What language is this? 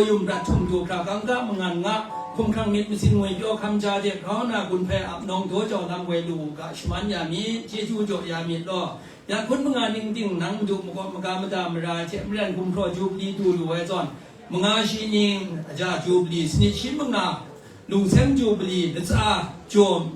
Kachin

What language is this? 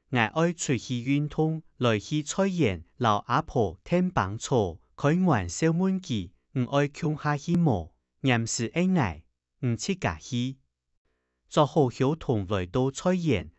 Hakka Chinese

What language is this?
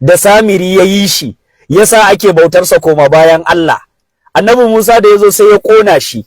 Hausa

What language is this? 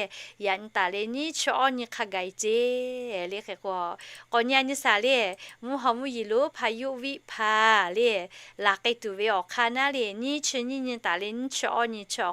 Lahu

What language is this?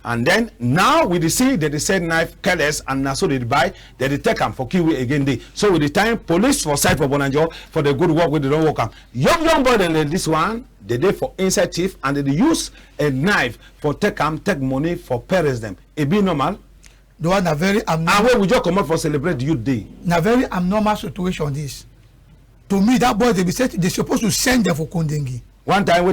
Cameroon Pidgin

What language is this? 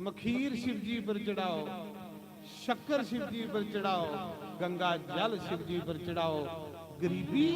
Dogri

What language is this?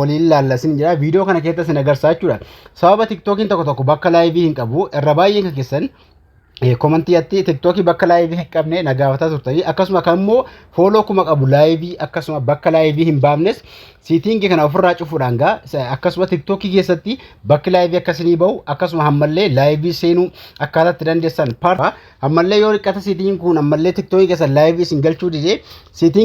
Oromo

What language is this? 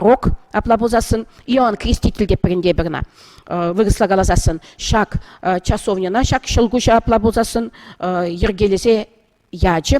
Chuvash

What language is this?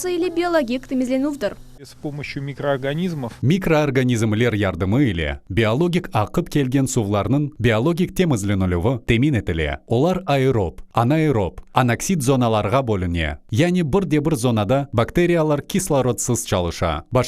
Crimean Tatar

